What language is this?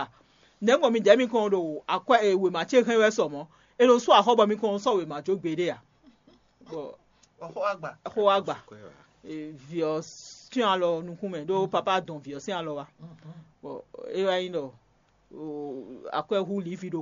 Fon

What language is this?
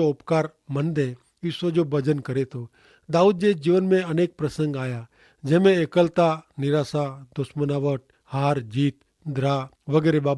Kachhi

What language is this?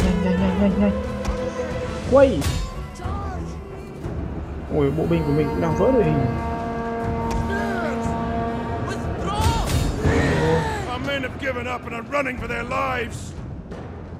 Vietnamese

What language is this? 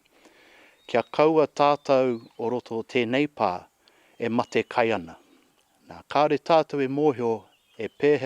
Māori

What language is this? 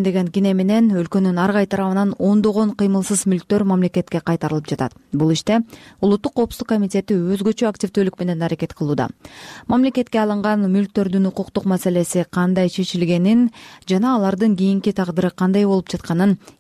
Kyrgyz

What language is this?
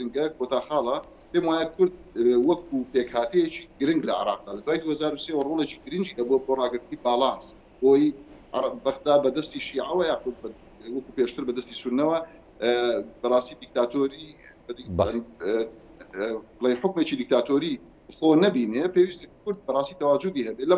Central Kurdish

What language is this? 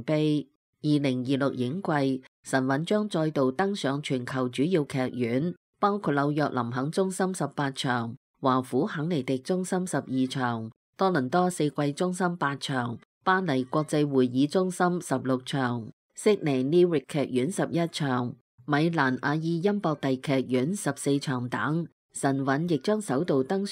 Cantonese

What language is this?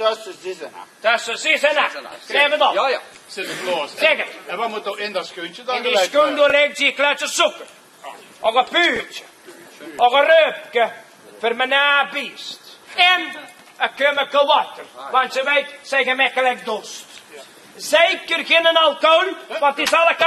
Limburgish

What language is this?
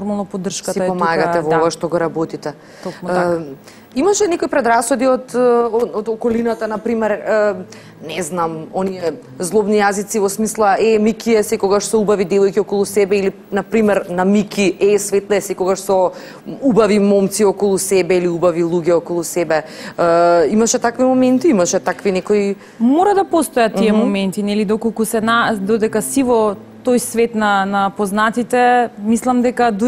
Macedonian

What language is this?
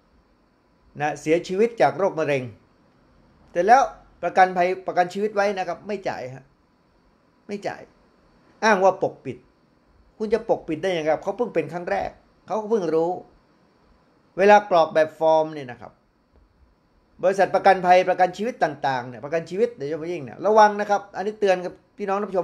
Thai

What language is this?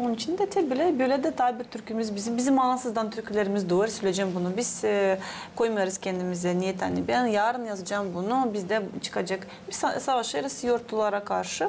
Gagauz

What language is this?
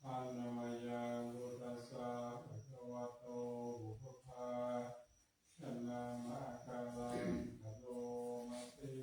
Pali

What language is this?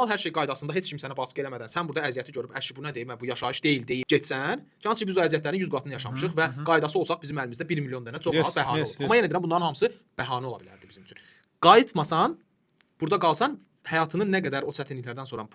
Azerbaijani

